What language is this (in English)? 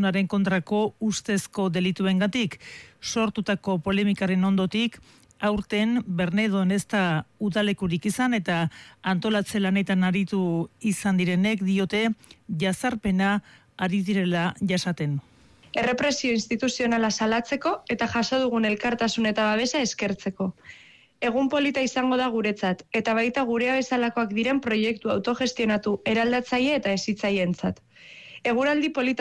Basque